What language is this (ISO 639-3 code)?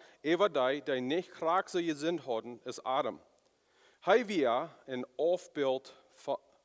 pdt